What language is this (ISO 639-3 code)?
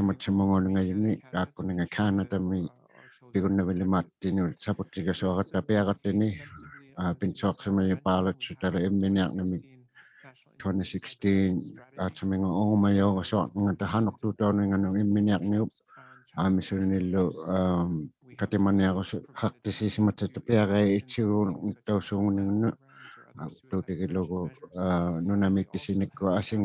iku